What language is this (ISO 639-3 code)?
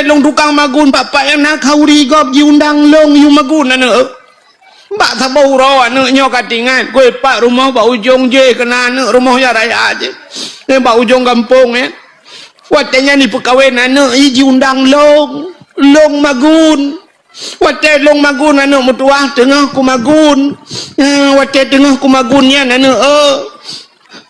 ace